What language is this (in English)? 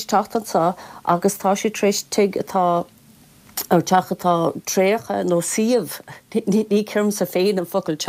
Irish